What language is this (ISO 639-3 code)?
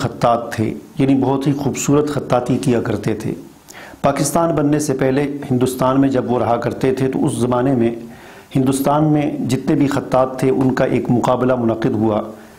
urd